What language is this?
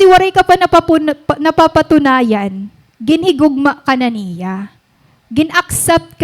Waray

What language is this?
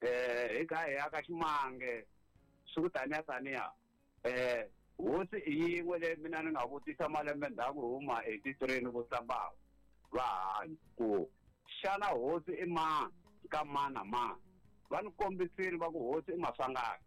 Tsonga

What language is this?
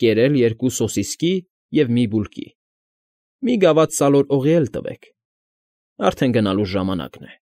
Armenian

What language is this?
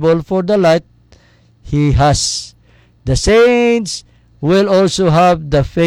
Hiligaynon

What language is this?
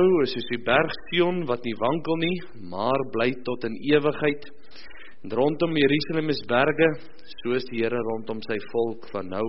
Afrikaans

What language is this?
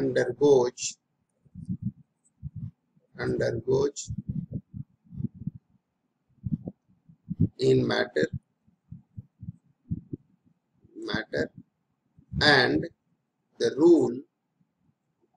Hindi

